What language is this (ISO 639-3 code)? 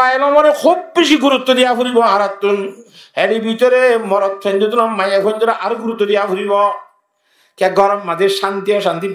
rhg